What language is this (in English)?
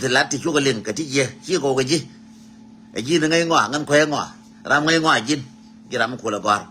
Nuer